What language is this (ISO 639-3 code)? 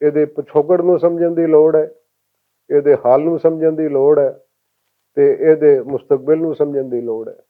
lah